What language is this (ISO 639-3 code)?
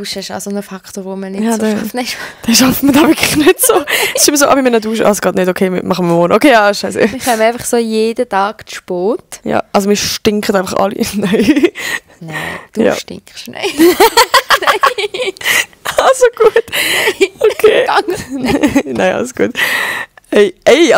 gsw